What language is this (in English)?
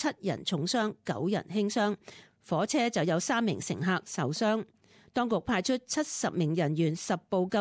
Cantonese